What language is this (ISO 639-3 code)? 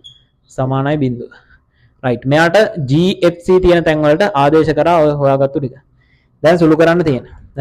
sin